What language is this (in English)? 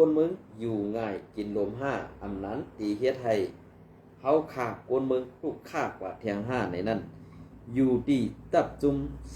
Shan